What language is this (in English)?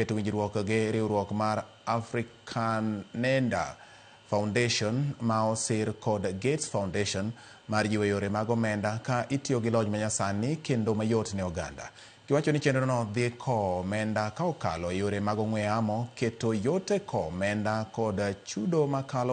Luo (Kenya and Tanzania)